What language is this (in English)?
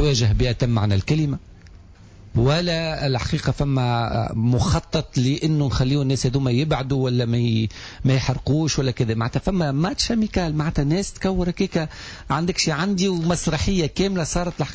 Tunisian Arabic